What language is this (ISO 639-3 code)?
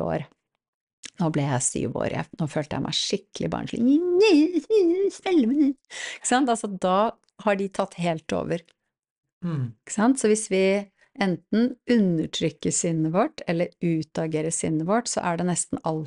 nor